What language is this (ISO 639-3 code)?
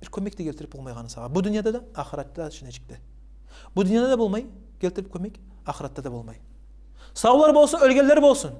kum